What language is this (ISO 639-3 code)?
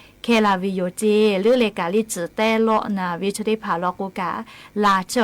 lhu